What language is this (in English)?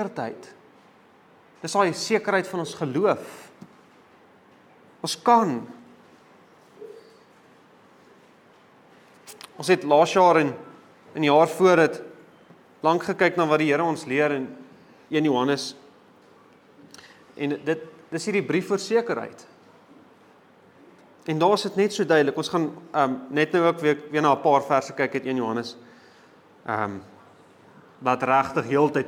Afrikaans